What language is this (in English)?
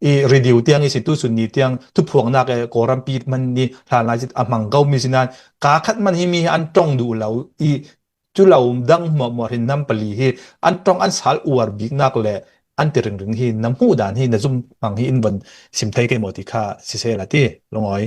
Hakha Chin